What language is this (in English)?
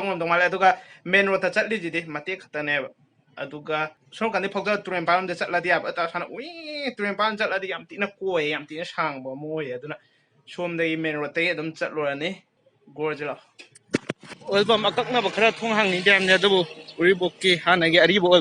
Manipuri